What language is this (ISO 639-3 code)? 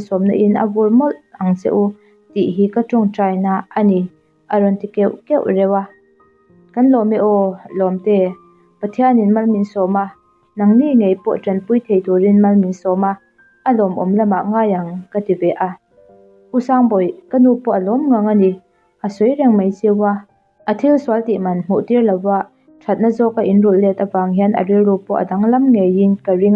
lus